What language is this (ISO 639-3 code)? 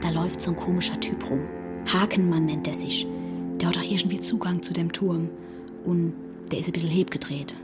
gsw